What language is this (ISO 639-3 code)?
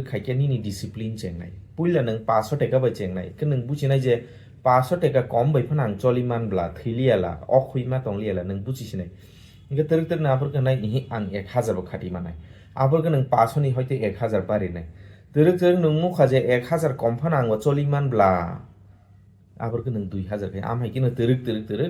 trp